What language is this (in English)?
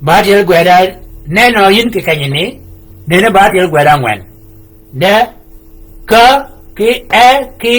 Shilluk